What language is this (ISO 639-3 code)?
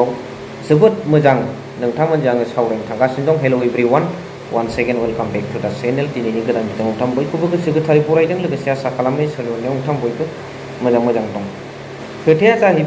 brx